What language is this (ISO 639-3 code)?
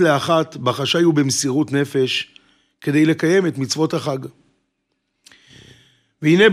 heb